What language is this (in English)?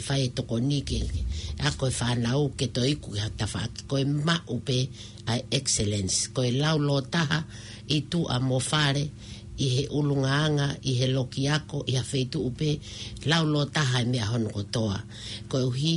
Tongan